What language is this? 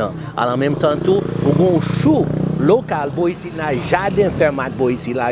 Haitian Creole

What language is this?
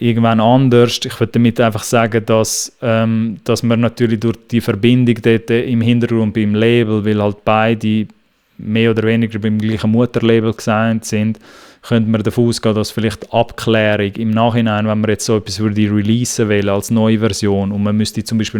Swiss German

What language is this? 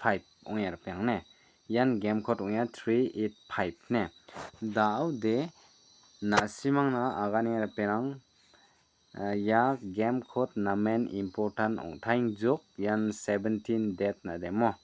Garo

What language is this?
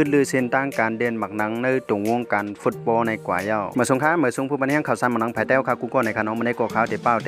Shan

